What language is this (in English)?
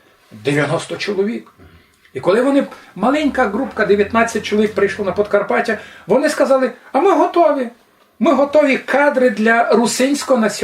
Rusyn